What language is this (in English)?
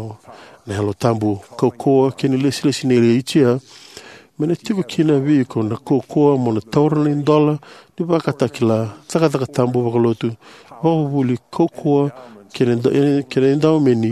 Fijian